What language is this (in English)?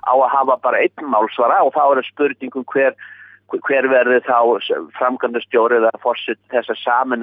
Icelandic